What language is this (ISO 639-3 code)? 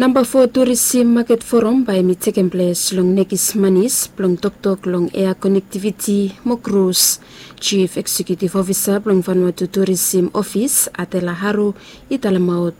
bis